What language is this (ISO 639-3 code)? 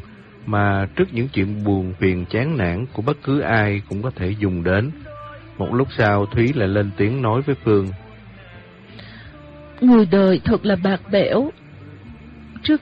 vie